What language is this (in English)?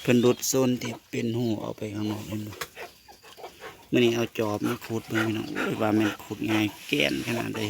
Northeastern Thai